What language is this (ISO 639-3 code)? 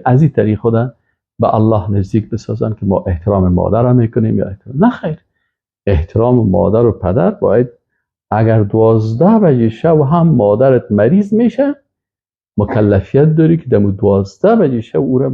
fas